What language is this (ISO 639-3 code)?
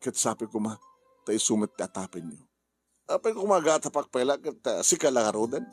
ilo